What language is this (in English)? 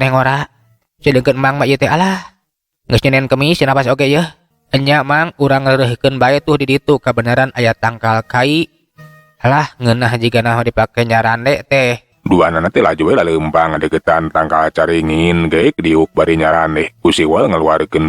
Sundanese